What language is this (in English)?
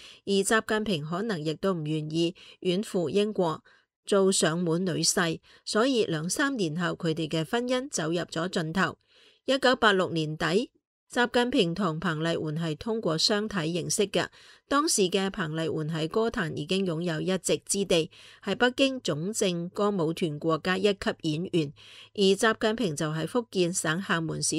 Cantonese